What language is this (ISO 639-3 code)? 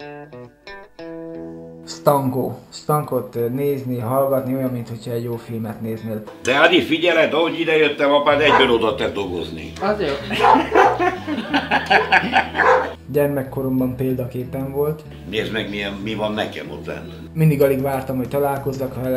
hun